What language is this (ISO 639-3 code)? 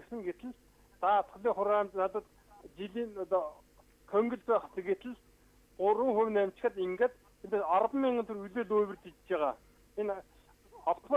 mon